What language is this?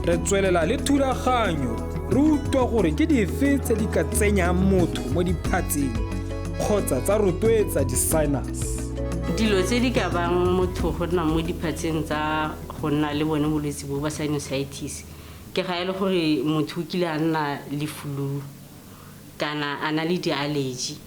Tswana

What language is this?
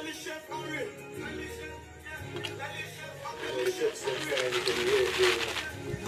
Jamaican Creole English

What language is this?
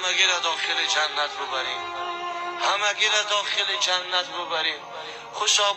Tajik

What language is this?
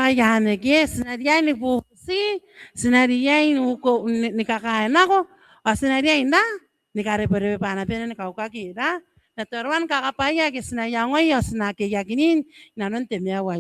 Gilbertese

